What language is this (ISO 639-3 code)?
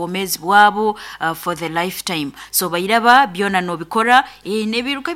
nyo